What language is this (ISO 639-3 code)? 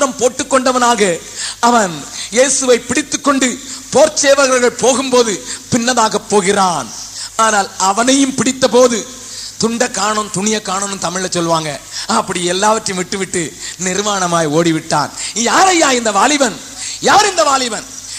tam